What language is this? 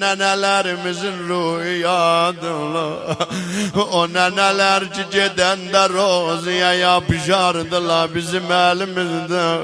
South Azerbaijani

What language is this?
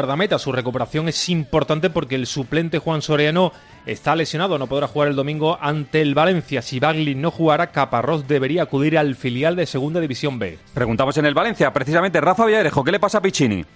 Spanish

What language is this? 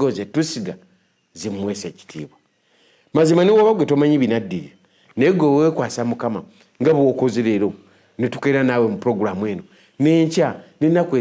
Ganda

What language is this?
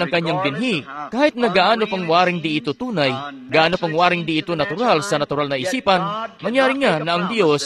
Filipino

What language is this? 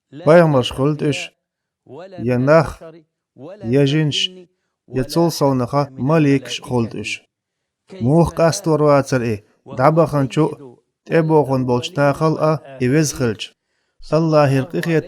Chechen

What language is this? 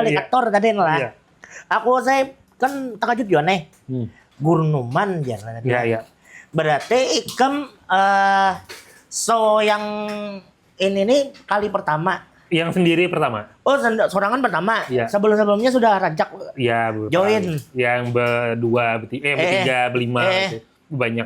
Banjar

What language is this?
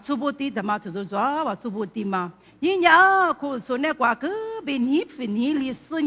Lisu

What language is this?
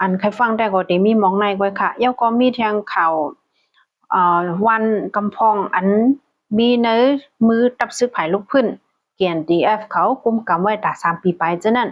Shan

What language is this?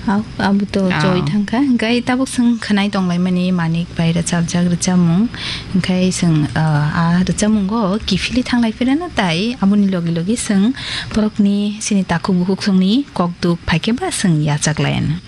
Kok Borok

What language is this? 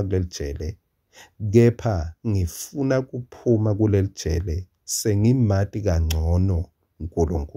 Swati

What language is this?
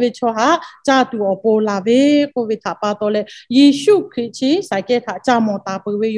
Lahu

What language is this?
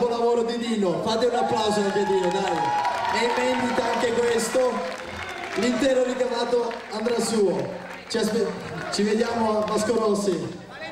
Italian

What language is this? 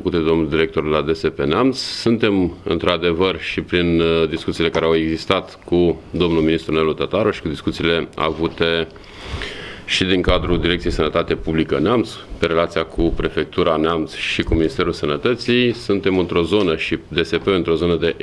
Romanian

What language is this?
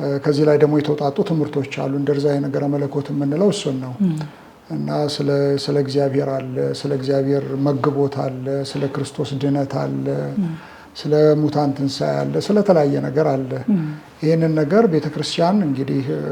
Amharic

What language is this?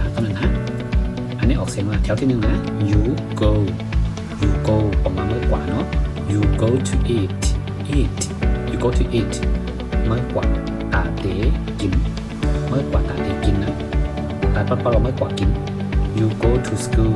Shan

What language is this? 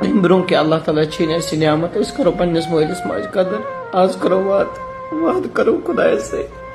Kashmiri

